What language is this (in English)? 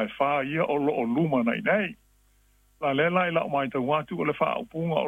Samoan